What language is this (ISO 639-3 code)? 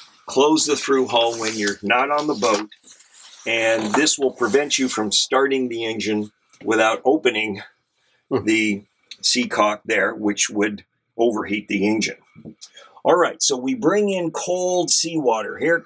eng